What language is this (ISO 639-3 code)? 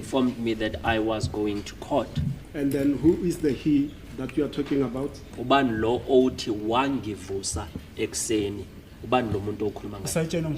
zul